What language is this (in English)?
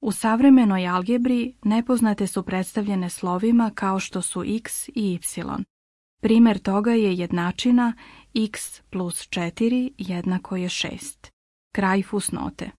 Bosnian